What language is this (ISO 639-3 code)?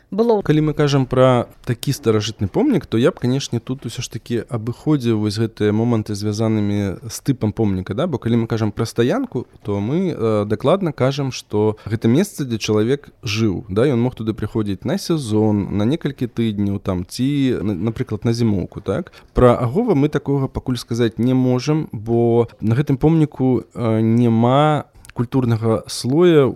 bel